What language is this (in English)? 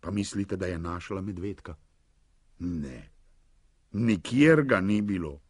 Slovenian